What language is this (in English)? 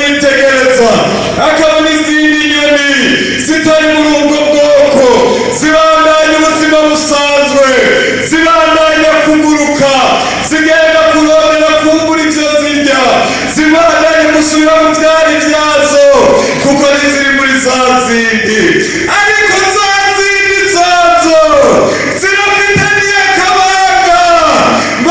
Rundi